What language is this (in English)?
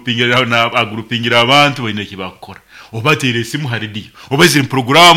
Nyoro